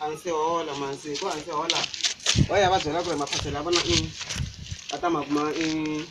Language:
Tsonga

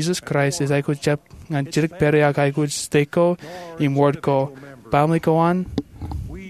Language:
Marshallese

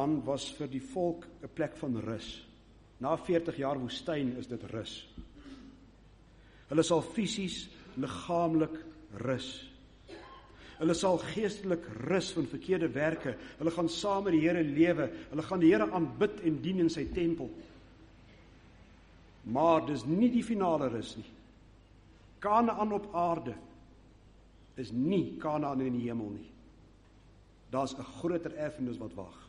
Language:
Afrikaans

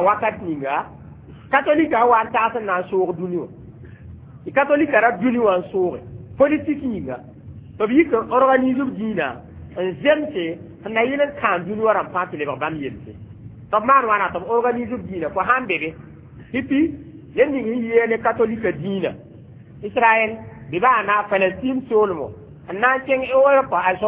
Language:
Mossi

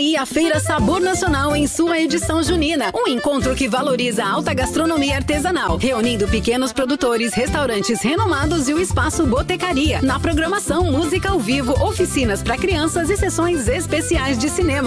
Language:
Portuguese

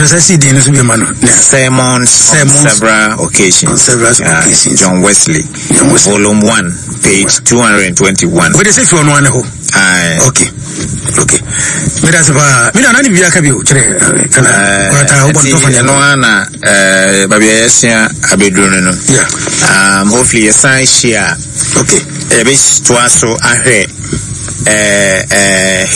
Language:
Akan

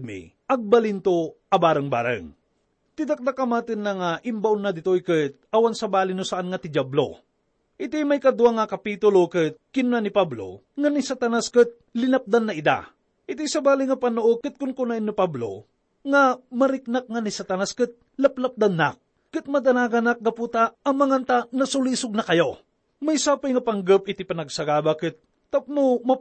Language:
Iloko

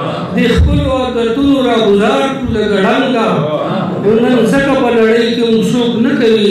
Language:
Pashto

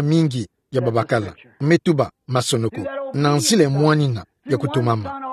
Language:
Kituba (Democratic Republic of Congo)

